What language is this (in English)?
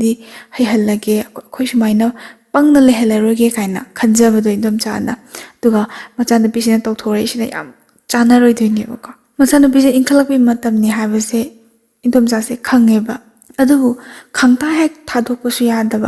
Manipuri